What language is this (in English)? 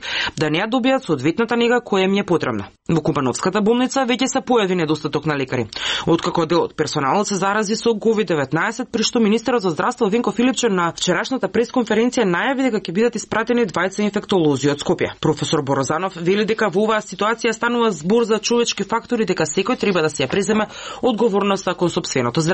Macedonian